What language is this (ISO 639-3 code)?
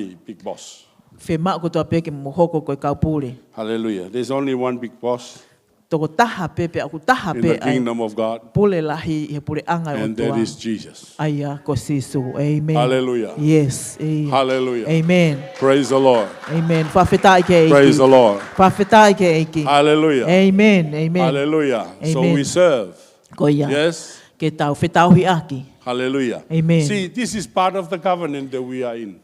ton